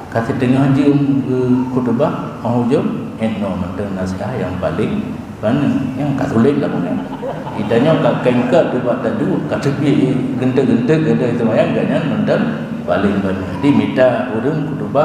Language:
Achinese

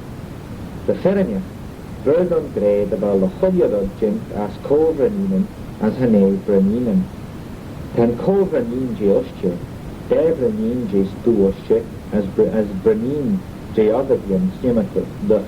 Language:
Manx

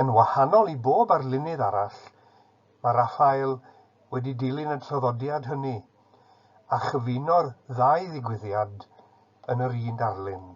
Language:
Welsh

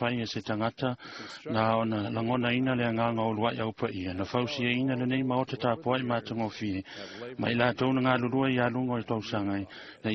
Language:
Samoan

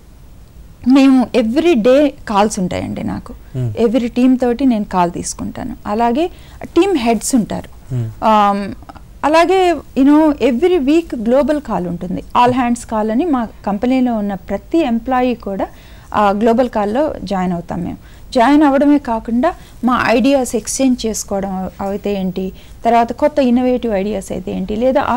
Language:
Telugu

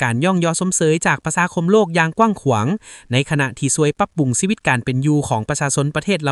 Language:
Lao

